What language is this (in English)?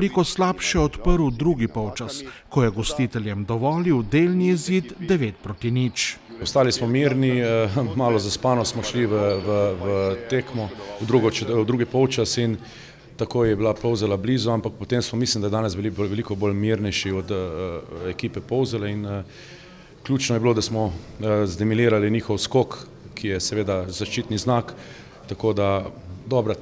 Slovenian